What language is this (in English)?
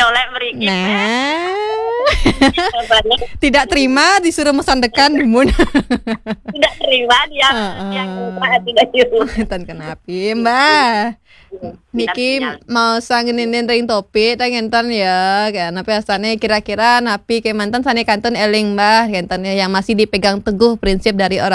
Balinese